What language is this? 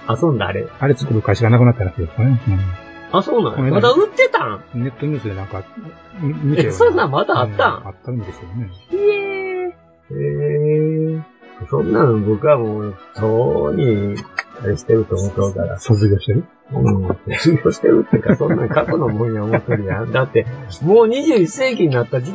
Japanese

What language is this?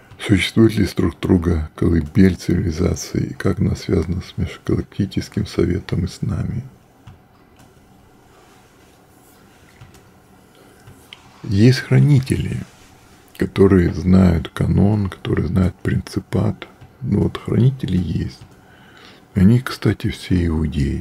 Russian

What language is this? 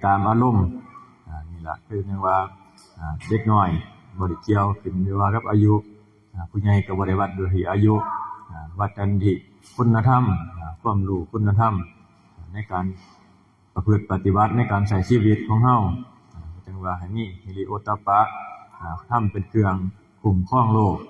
Northeastern Thai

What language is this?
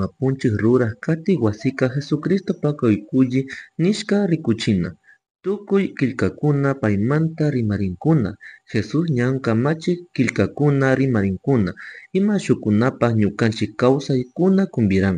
Chimborazo Highland Quichua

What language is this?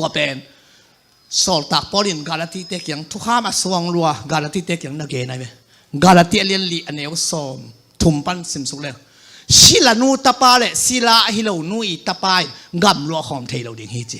Tedim Chin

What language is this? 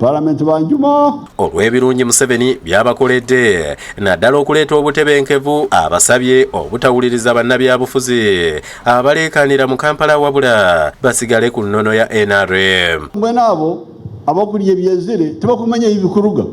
Ganda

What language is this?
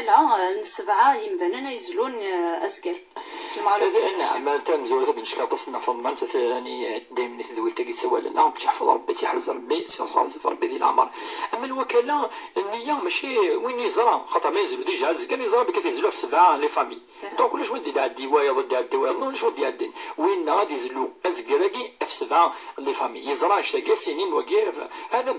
Kabyle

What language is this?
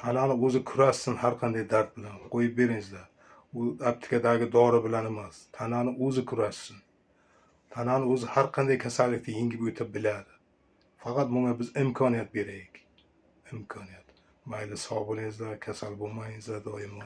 Uzbek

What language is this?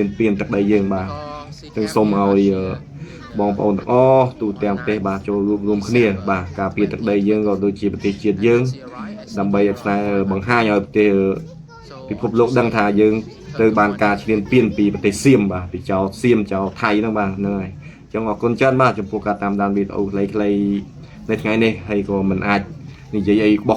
Khmer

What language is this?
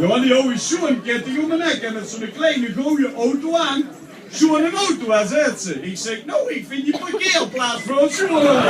Limburgish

